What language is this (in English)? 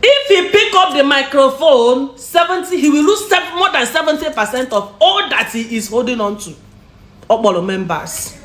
Igbo